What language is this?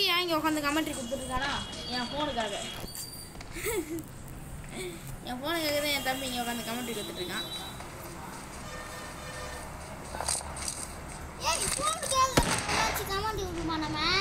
Tamil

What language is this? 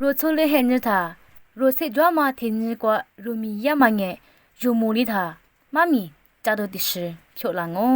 Lisu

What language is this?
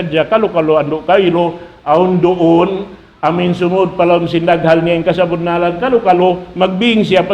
Tausug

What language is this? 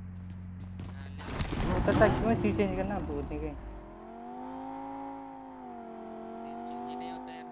Hindi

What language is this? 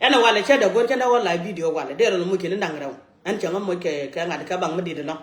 Nuer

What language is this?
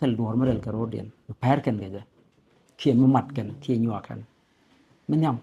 Nuer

